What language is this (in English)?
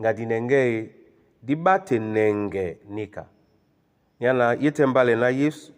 Duala